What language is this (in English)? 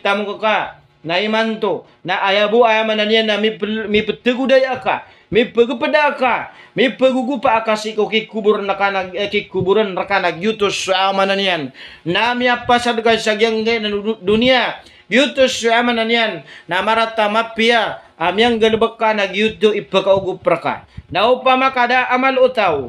Maranao